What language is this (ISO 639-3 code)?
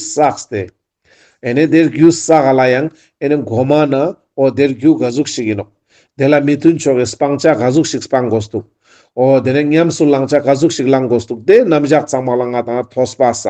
lbj